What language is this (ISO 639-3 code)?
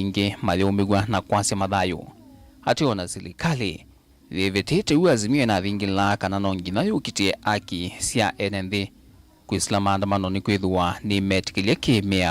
kam